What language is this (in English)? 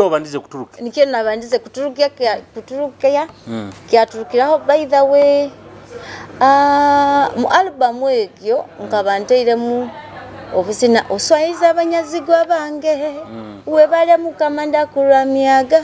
Nyoro